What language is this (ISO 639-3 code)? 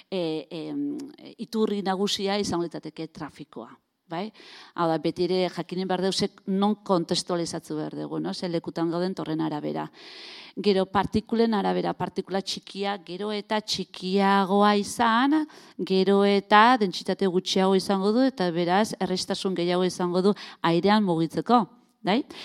eus